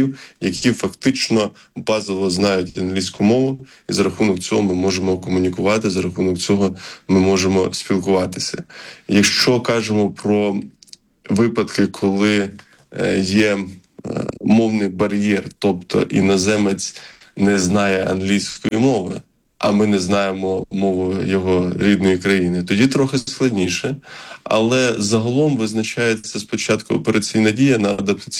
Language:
Ukrainian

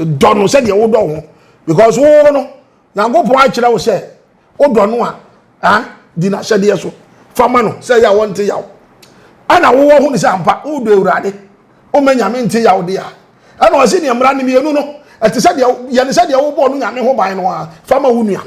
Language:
Akan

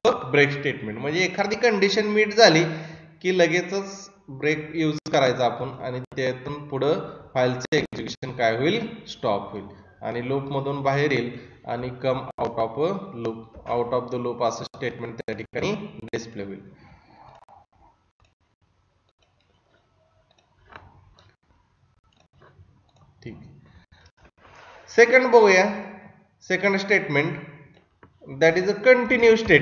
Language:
Marathi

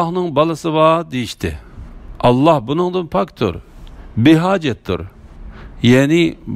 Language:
Uyghur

